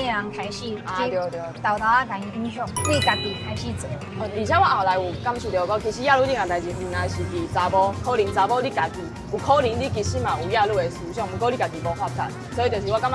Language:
Min Nan Chinese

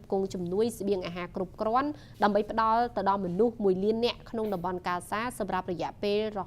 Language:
Khmer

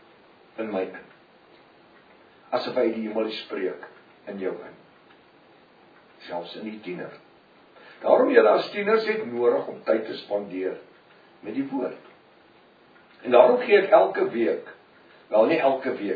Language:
Afrikaans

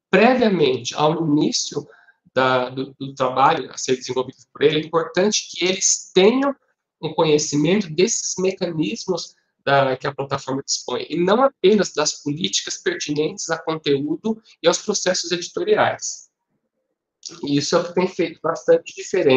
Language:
Portuguese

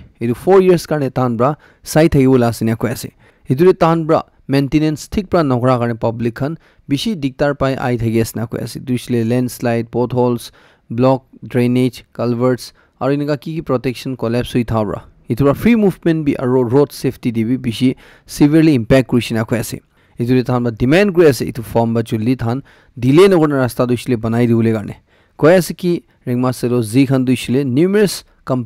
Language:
Naga Pidgin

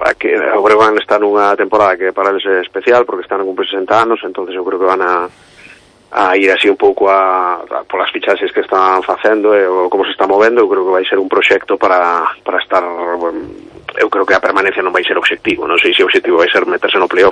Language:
Galician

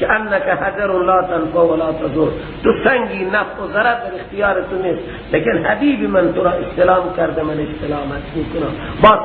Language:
Persian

